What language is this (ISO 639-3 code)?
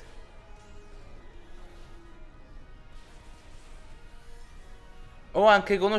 ita